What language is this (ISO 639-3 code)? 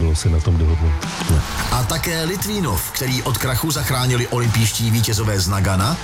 ces